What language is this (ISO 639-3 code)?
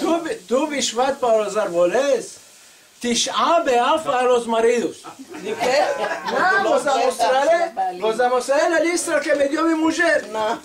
lad